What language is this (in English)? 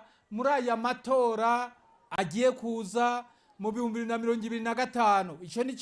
Rundi